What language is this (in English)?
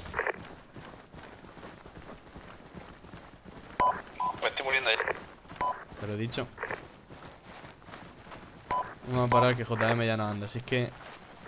Spanish